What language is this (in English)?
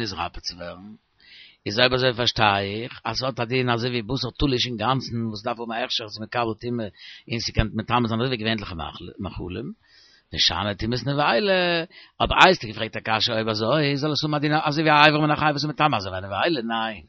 Yiddish